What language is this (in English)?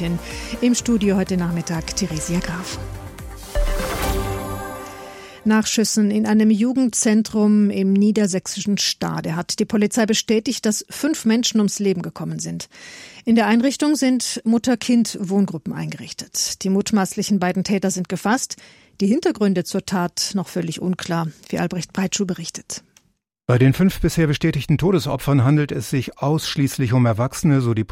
German